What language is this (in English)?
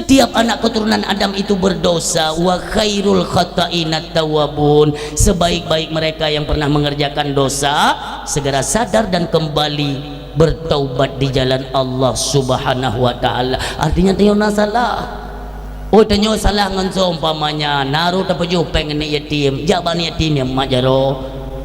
Achinese